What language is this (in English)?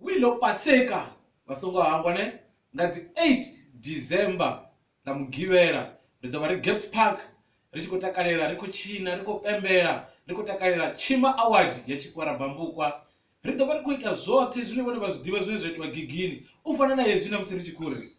Venda